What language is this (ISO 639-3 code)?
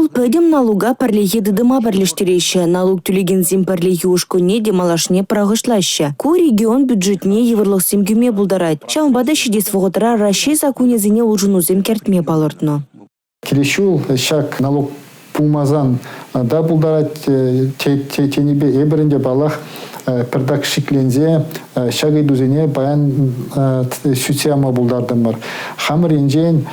chv